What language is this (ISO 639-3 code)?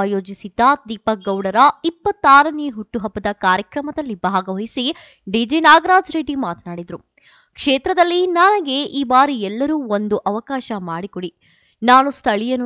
kan